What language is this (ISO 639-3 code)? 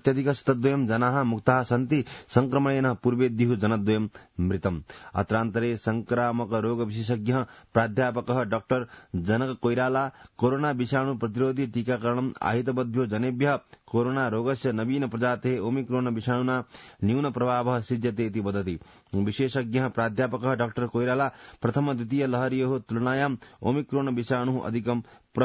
san